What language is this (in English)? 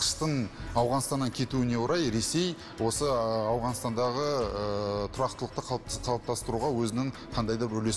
Kazakh